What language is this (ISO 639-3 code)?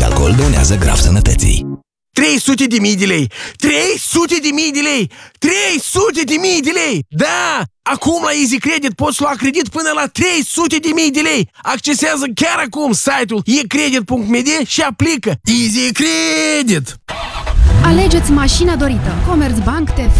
ron